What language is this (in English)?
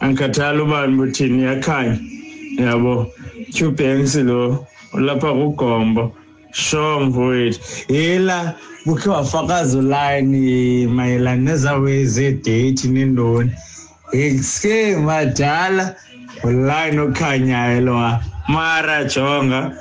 Xhosa